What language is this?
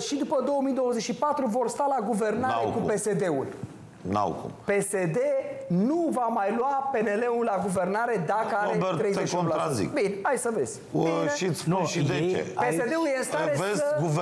Romanian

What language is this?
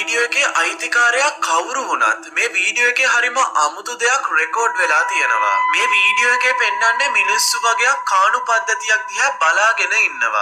Sinhala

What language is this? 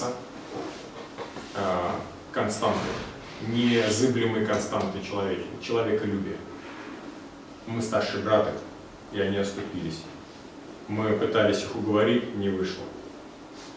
Russian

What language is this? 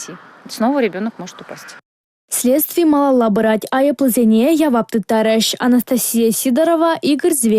Chuvash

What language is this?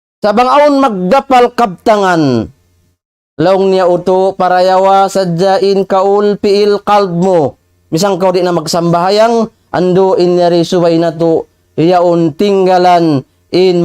Tausug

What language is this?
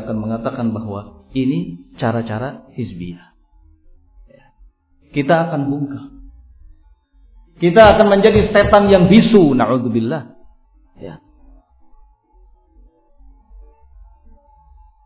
Indonesian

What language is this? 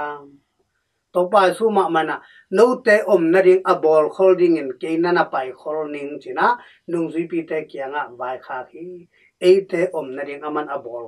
Tedim Chin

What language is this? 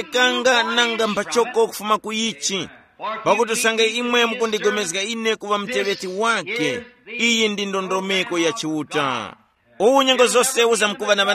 Tumbuka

